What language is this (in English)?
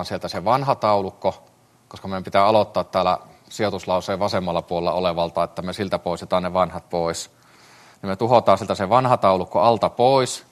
Finnish